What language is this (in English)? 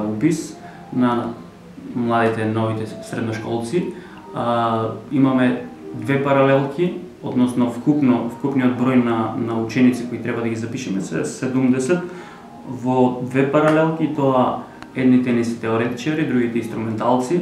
Macedonian